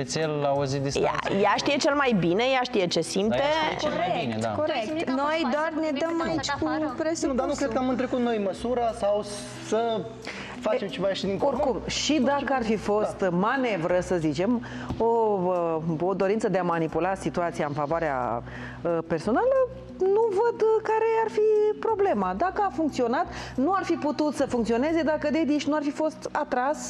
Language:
Romanian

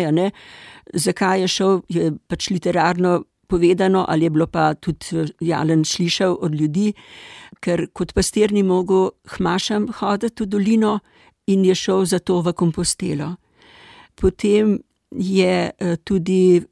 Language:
Slovenian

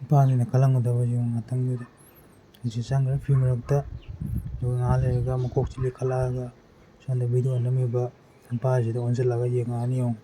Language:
Manipuri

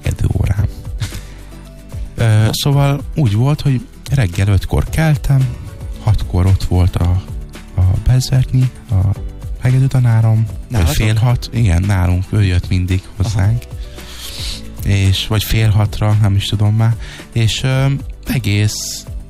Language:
Hungarian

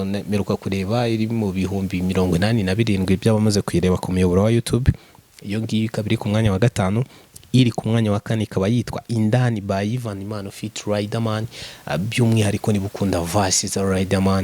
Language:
Kinyarwanda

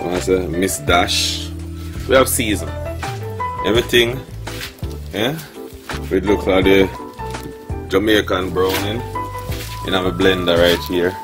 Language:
Jamaican Creole English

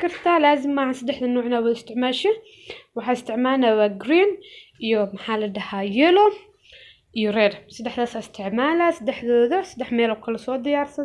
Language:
Somali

